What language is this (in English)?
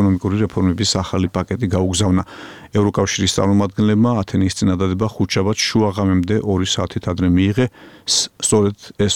Georgian